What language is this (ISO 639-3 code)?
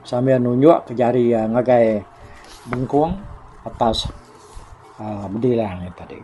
iba